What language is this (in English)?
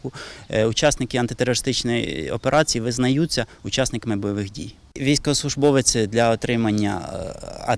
Ukrainian